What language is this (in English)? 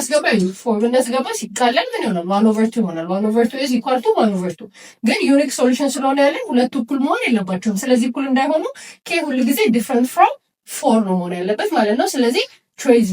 Amharic